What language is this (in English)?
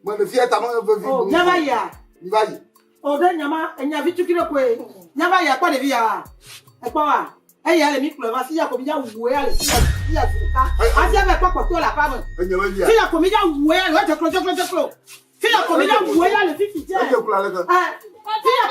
Ewe